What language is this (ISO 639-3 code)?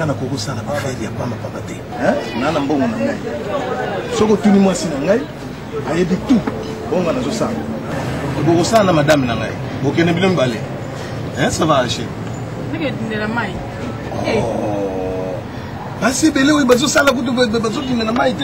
lin